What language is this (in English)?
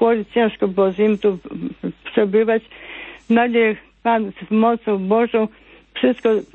Polish